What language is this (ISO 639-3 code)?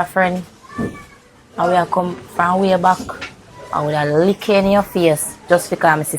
jam